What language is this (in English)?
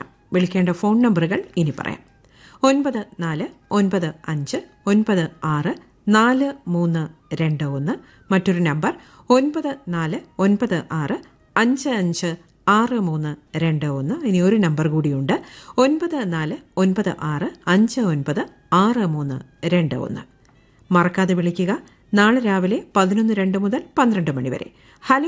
Malayalam